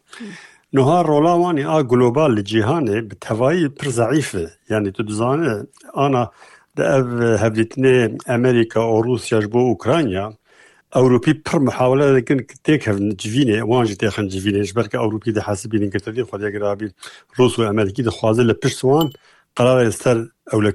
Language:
Kurdish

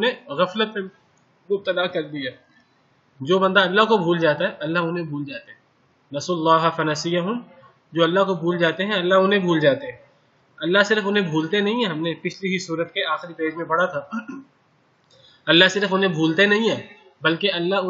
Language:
Urdu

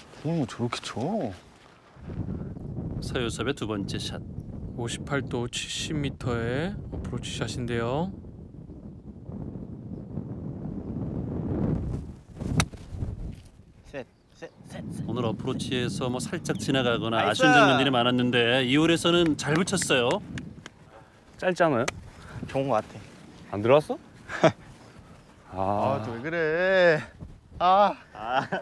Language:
Korean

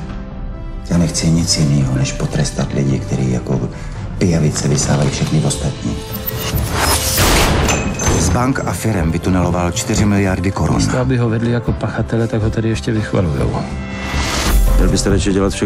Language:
Czech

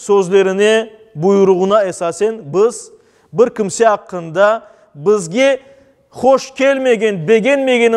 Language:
Crimean Tatar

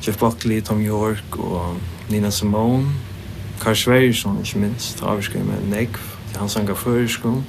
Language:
Faroese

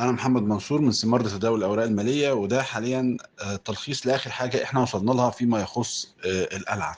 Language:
Egyptian Arabic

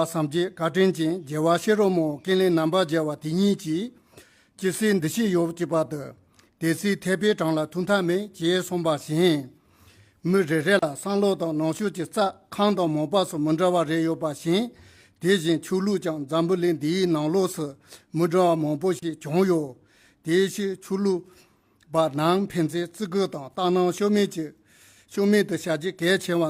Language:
Tibetan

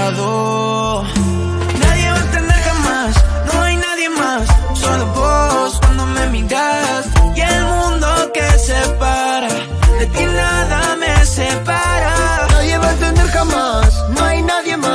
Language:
Spanish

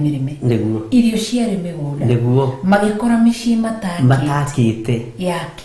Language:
Kikuyu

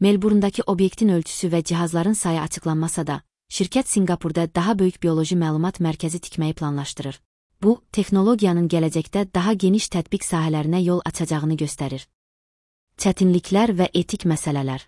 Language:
Azerbaijani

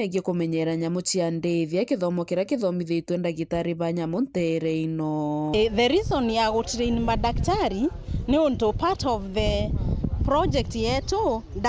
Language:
Meru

